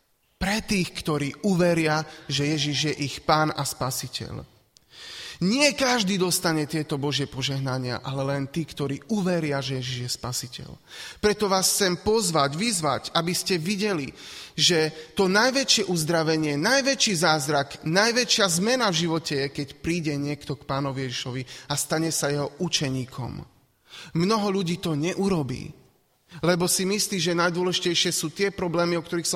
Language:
Slovak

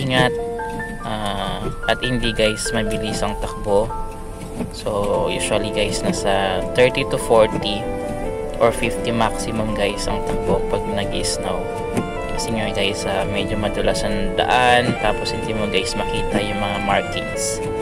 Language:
Filipino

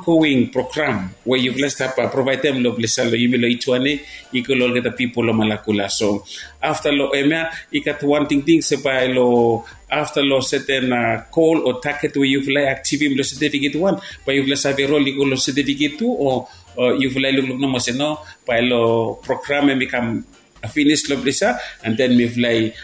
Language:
Bislama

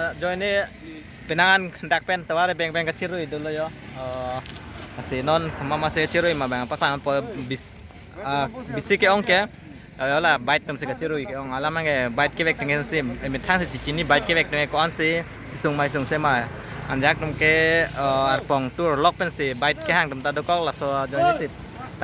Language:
Karbi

